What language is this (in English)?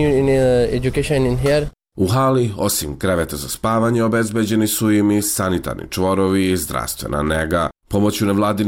Serbian